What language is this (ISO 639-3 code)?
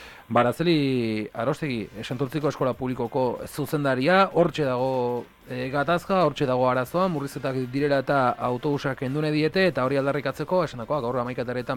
eus